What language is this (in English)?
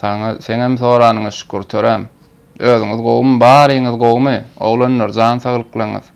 Turkmen